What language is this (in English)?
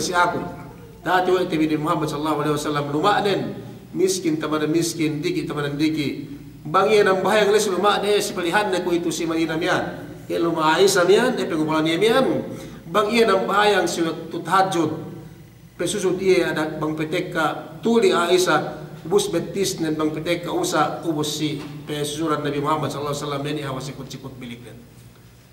Yakan